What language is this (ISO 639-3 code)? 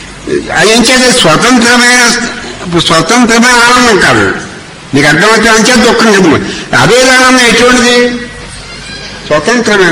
tel